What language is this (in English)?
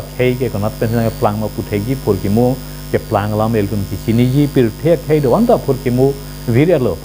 Karbi